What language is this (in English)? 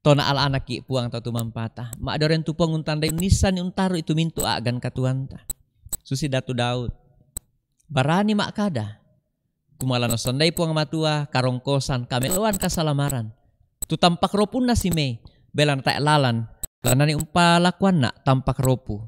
Toraja-Sa'dan